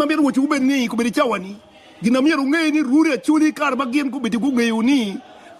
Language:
Acoli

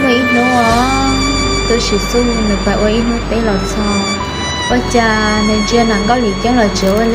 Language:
Hmong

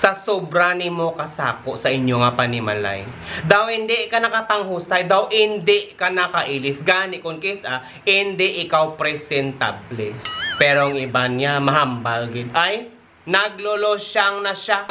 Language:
Hiligaynon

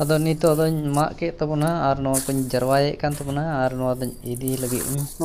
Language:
Santali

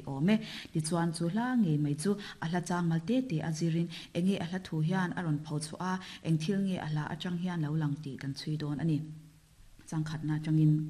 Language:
Mizo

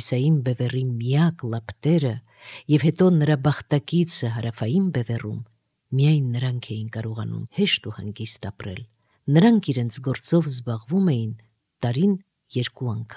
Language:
Armenian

